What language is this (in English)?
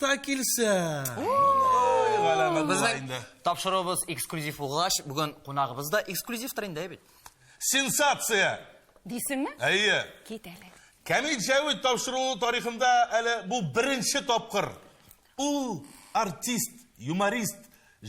Tatar